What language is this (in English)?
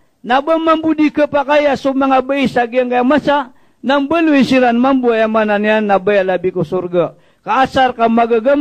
Maranao